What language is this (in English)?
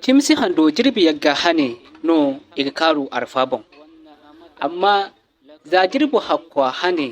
Zarma